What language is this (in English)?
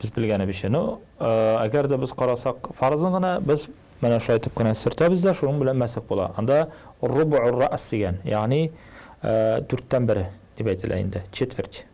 Tatar